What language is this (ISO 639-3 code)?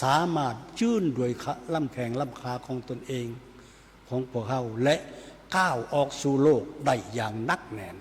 lao